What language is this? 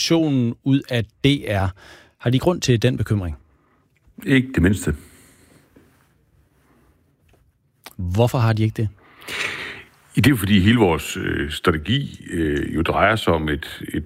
Danish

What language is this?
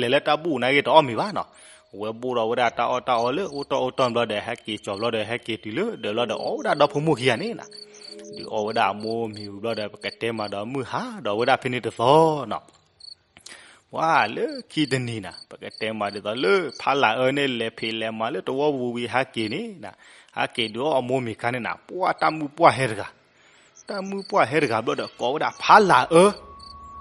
S'gaw Karen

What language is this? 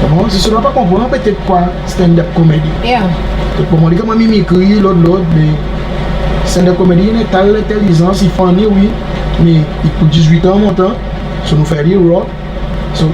Seselwa Creole French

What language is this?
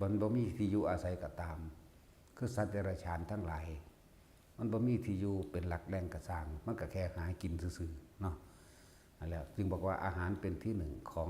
Northeastern Thai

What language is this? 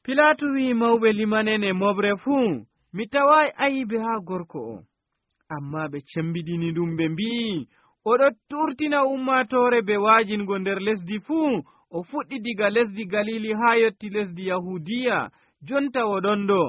Nigerian Fulfulde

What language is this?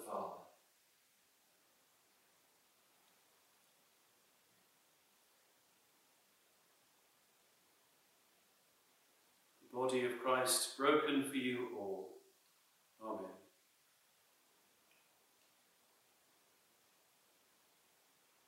English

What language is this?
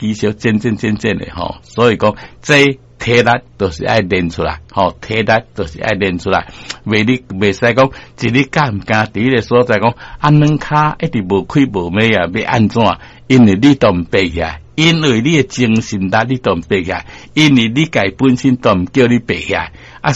Min Nan Chinese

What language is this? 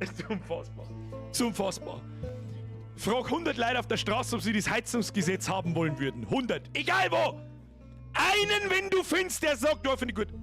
Bavarian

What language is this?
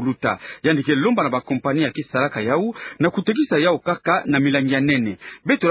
Kituba (Democratic Republic of Congo)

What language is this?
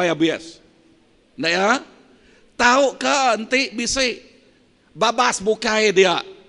Iban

